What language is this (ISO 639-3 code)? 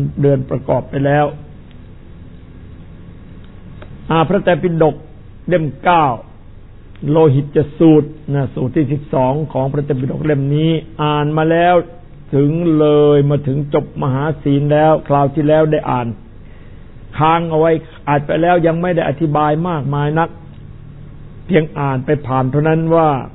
tha